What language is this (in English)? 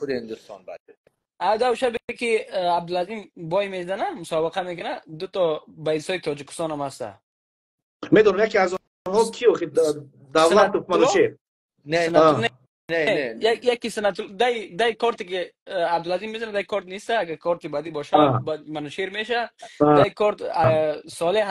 Persian